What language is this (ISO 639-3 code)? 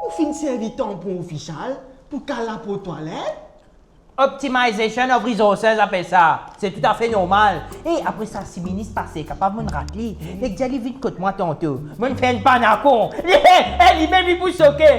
mfe